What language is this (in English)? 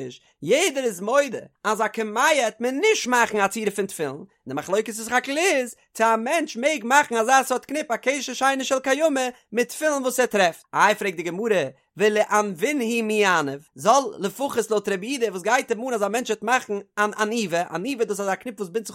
Yiddish